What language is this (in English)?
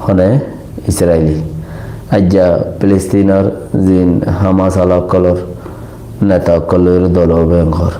Rohingya